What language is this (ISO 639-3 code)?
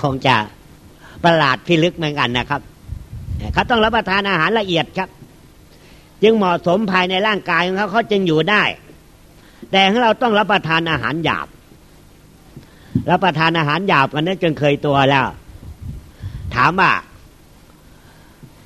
tha